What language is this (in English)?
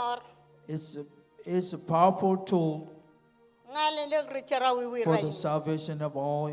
Marshallese